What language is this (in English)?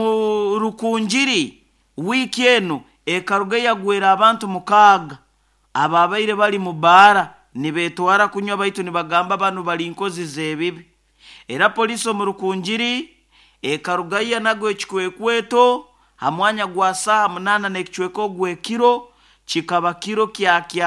Nyoro